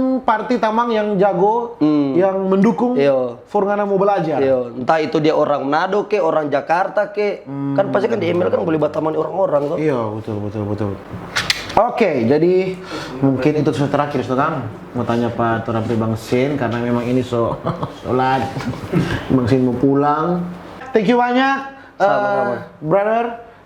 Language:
Manado Malay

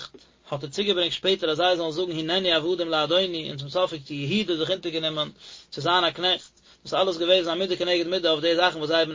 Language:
Yiddish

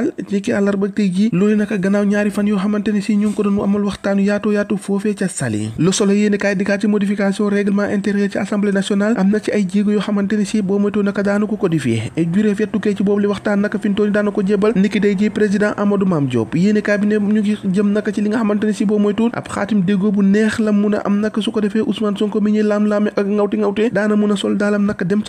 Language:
Wolof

